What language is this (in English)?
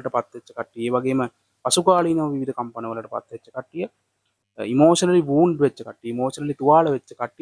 Sinhala